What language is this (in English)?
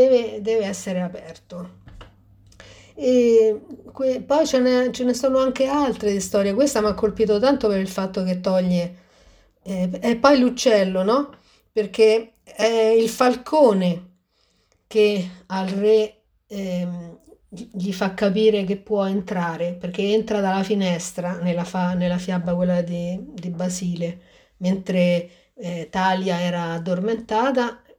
Italian